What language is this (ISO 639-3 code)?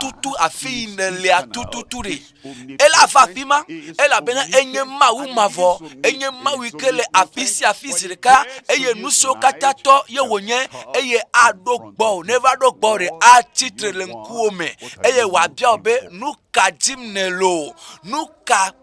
ewe